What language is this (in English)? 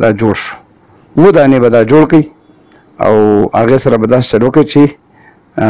Pashto